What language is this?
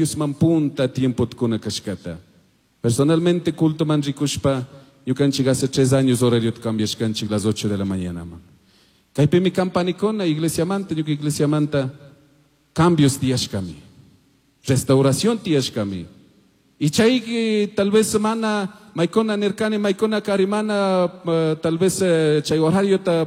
Chimborazo Highland Quichua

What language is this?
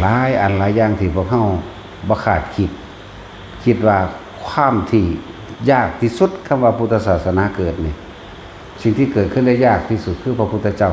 Lao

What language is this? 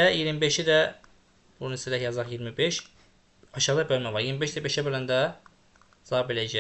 Azerbaijani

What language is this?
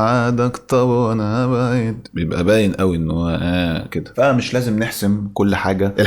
Egyptian Arabic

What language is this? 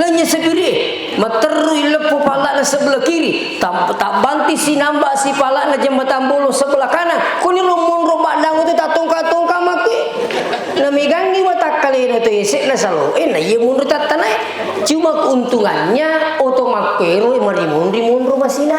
Buginese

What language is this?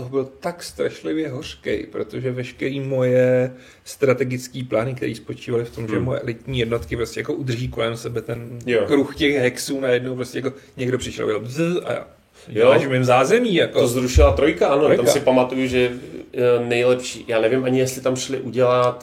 Czech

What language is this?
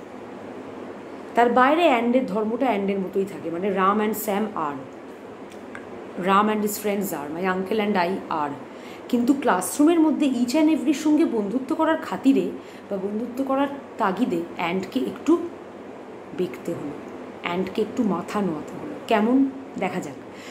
Bangla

